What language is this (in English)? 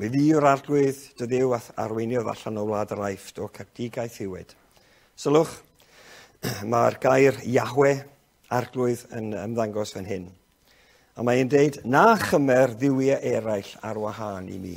Welsh